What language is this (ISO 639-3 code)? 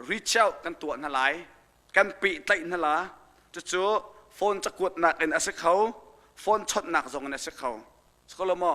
cnh